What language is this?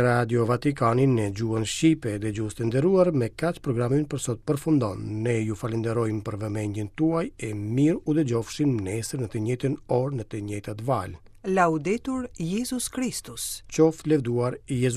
Albanian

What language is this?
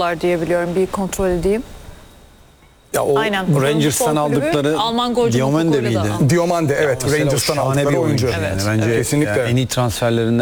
Turkish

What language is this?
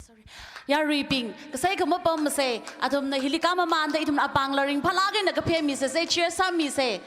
Tangkhul Naga (India)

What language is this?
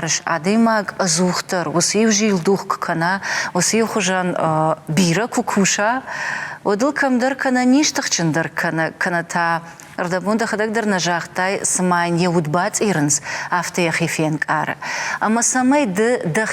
Ossetic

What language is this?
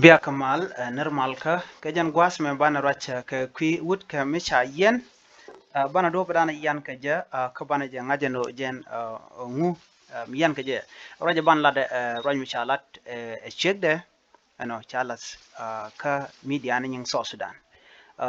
Nuer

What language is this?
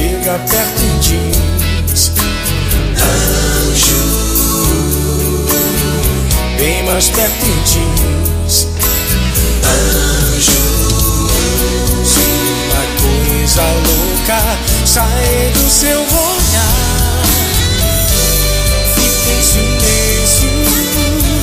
Portuguese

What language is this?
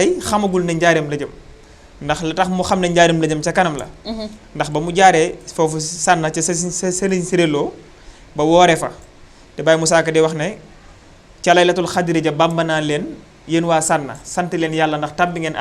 Wolof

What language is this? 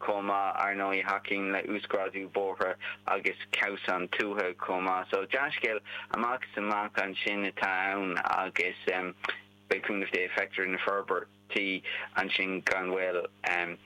Irish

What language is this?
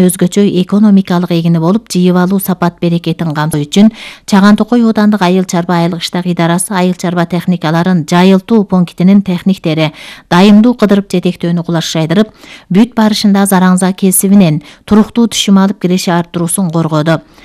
Kyrgyz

